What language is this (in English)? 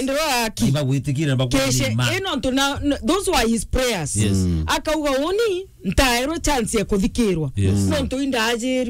Meru